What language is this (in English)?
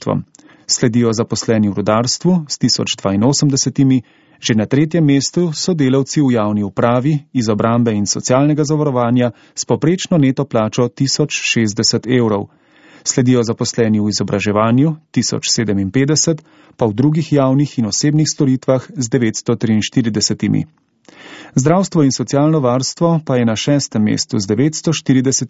Slovenian